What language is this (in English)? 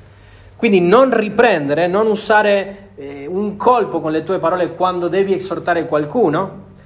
Italian